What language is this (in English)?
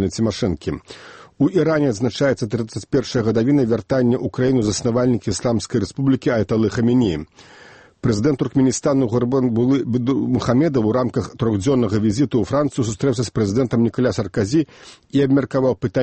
Belarusian